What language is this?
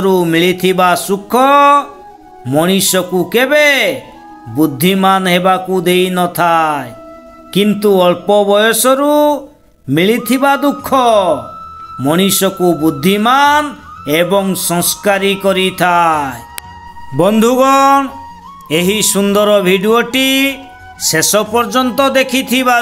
Odia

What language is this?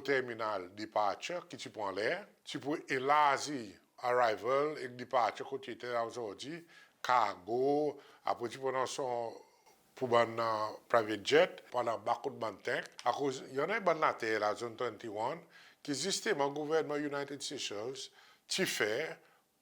Seselwa Creole French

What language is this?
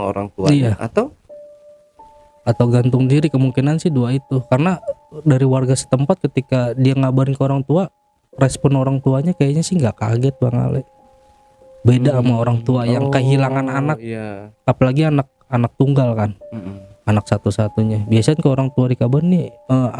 Indonesian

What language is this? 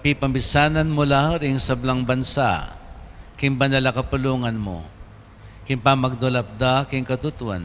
Pampanga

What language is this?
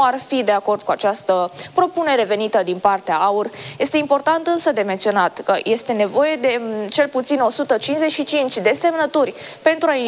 Romanian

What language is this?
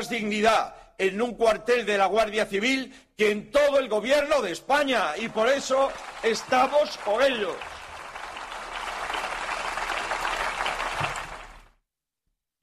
Spanish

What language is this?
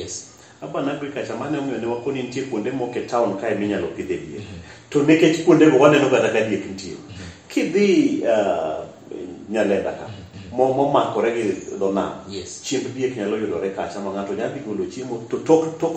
Luo (Kenya and Tanzania)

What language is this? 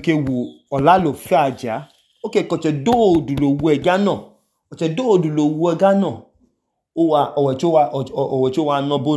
Idoma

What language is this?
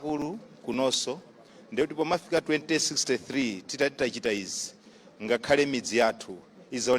Nyanja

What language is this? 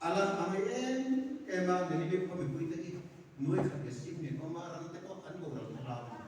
Mizo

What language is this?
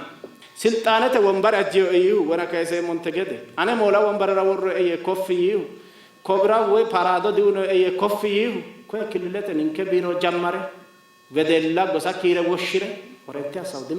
Sidamo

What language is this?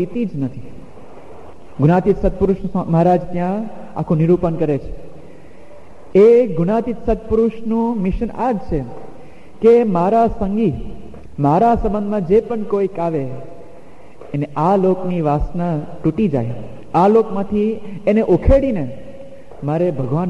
Gujarati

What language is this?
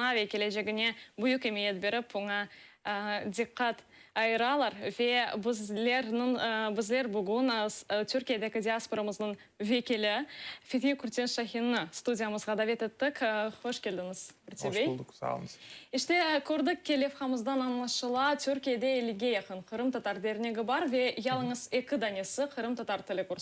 Crimean Tatar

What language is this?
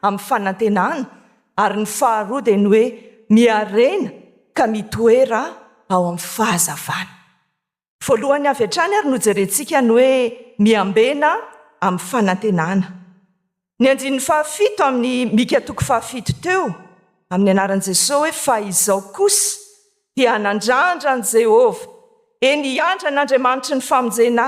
Malagasy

